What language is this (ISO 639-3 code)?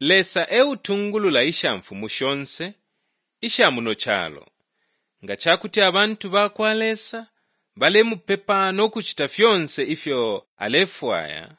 bem